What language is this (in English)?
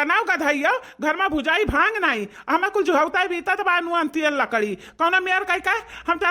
Awadhi